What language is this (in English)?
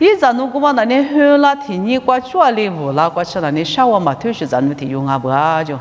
Lisu